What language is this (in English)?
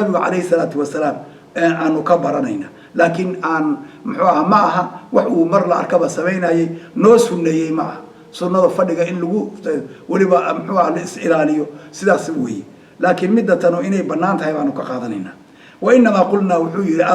Somali